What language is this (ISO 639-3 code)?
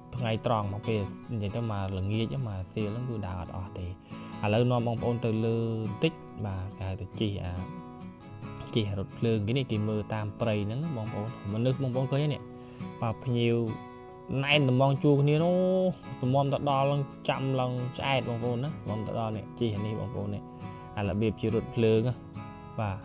khm